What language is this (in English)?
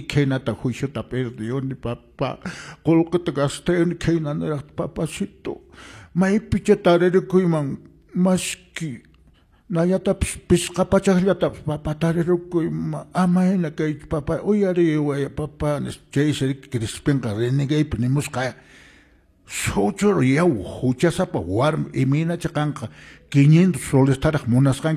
Quechua